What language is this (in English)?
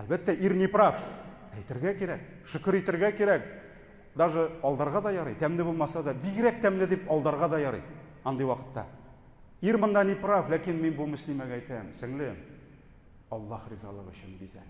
Tatar